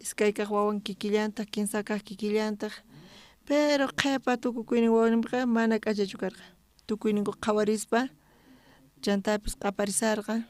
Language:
South Bolivian Quechua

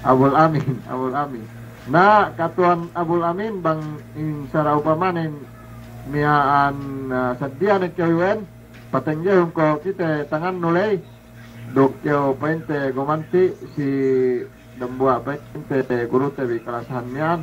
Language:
Yakan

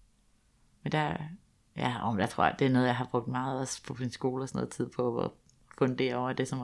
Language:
Danish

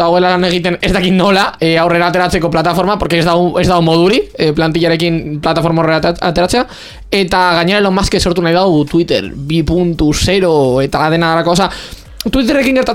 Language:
Basque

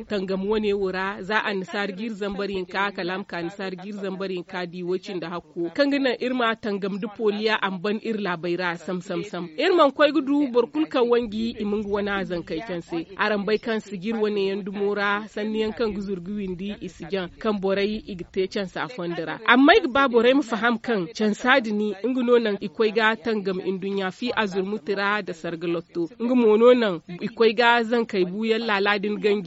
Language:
Zarma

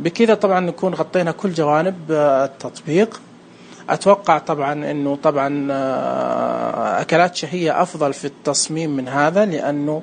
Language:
Najdi Arabic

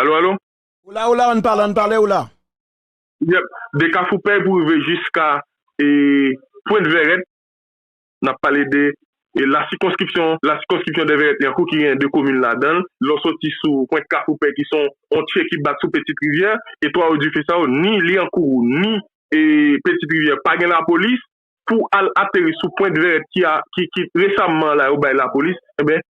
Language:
Haitian Creole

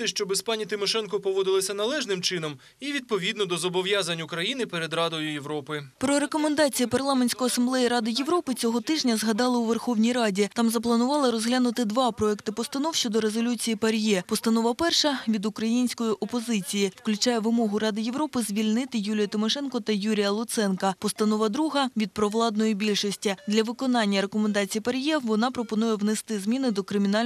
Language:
Ukrainian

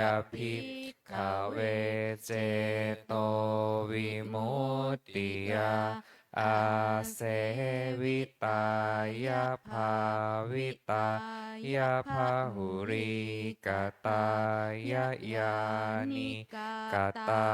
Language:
Pali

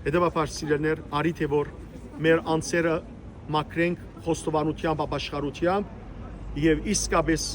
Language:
Western Armenian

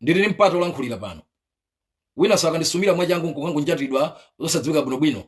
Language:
Nyanja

